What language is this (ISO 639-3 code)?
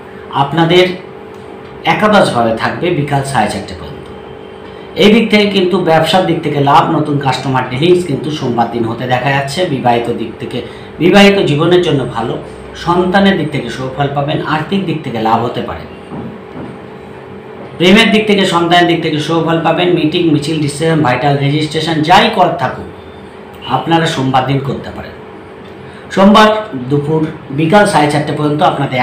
ben